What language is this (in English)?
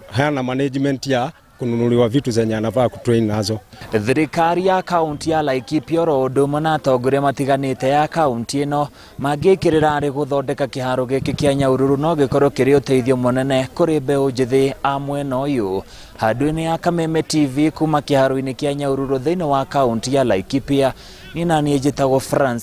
Kikuyu